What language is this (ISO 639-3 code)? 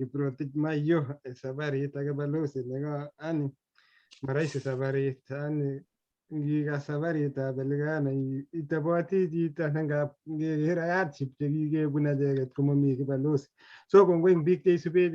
kln